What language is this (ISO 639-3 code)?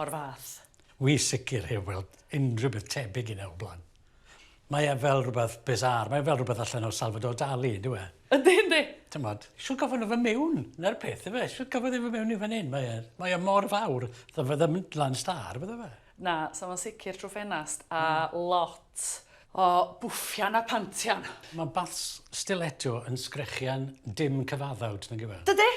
cym